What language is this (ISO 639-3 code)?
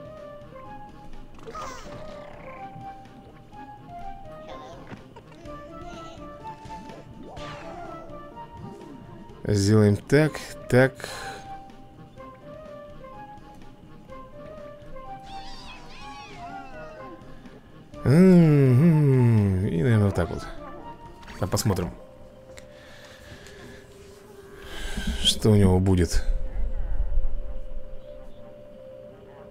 rus